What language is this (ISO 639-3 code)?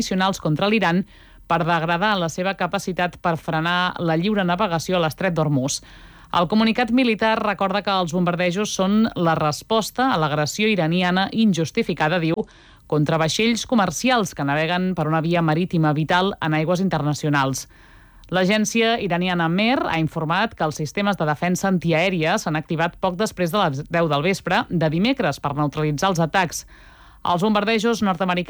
cat